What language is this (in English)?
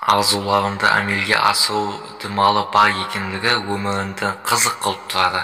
Kara-Kalpak